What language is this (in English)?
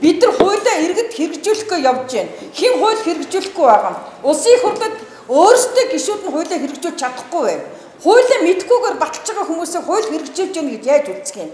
Mongolian